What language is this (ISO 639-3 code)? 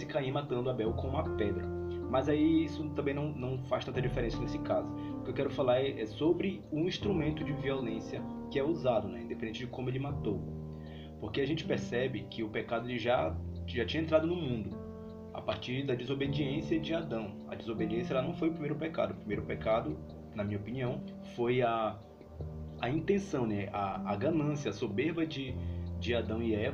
por